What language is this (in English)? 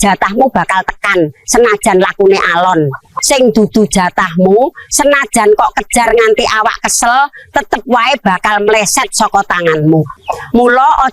Javanese